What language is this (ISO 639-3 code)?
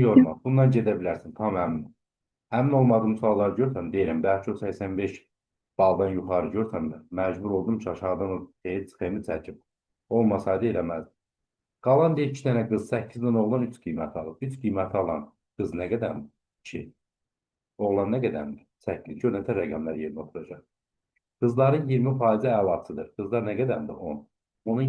aze